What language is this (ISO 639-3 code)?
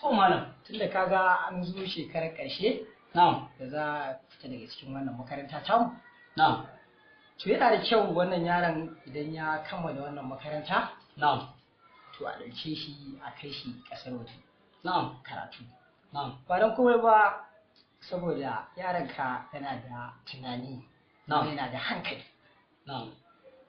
hau